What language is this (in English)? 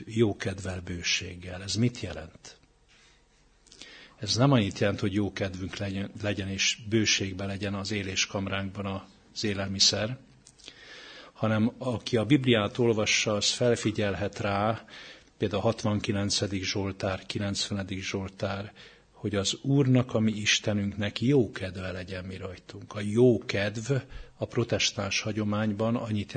Hungarian